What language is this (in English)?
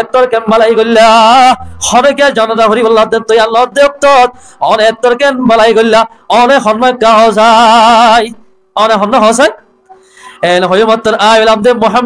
Rohingya